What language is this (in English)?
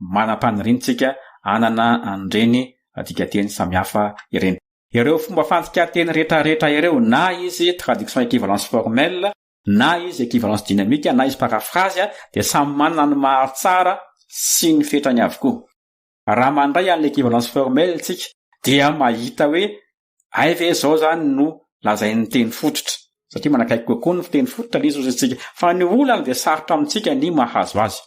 Malagasy